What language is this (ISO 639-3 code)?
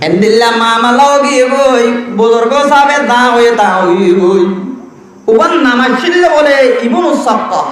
rhg